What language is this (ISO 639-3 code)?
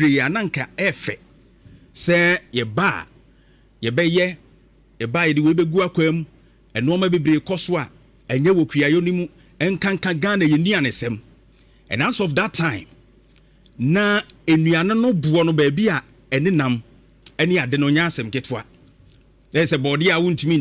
aka